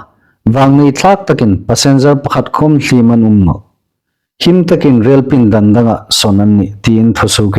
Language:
Hmar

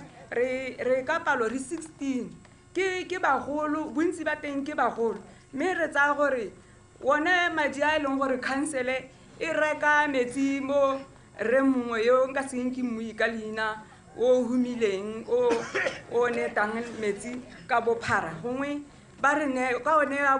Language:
Tswana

